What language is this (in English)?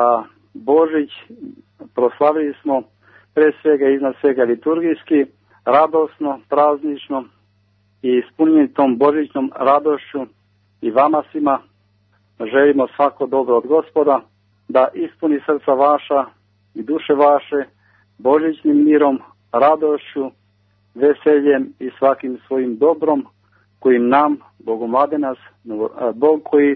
Serbian